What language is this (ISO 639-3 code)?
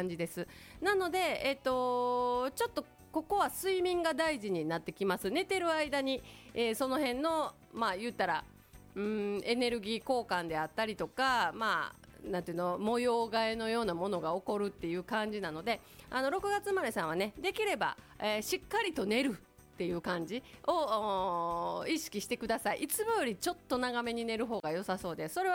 jpn